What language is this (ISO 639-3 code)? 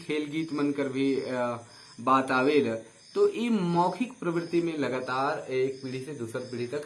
sck